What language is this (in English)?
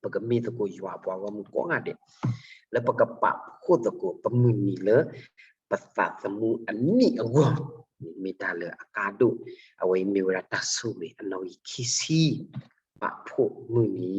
S'gaw Karen